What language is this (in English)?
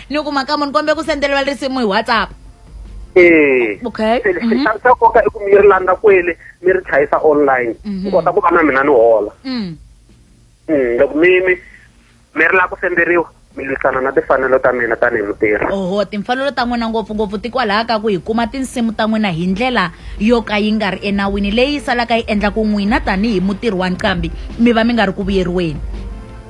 Tsonga